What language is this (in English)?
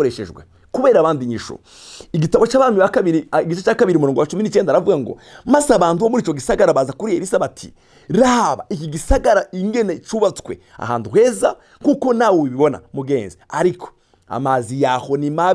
Rundi